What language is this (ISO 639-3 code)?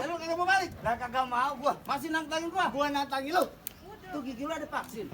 bew